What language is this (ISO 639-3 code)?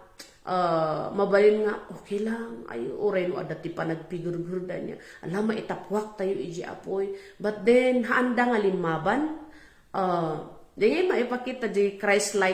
ilo